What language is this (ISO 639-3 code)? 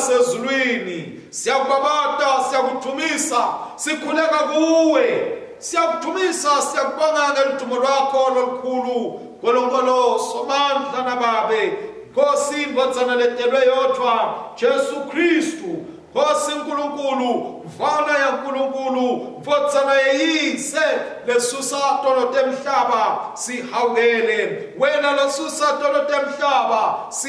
ssw